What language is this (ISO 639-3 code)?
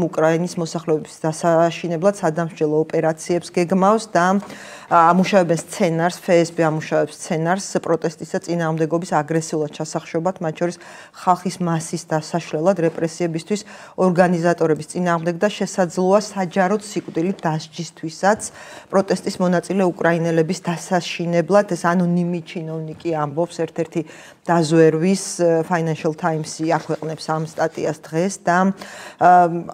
kat